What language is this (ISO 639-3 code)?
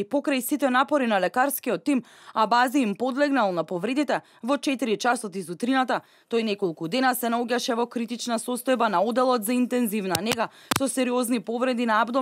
mkd